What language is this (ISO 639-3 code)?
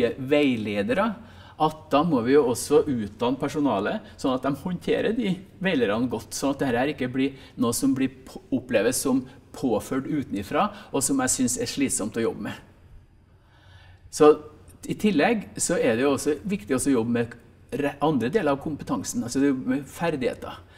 nor